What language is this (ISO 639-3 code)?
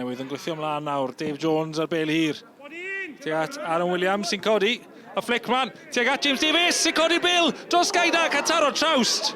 cym